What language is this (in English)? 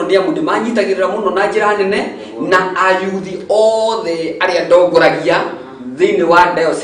Kikuyu